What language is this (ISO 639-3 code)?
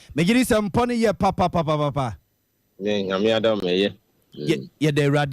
aka